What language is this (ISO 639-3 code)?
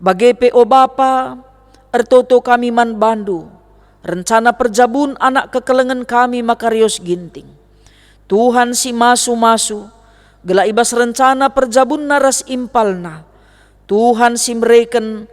btx